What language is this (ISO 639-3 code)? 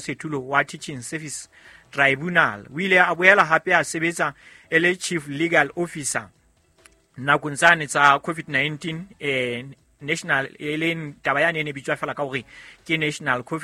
sot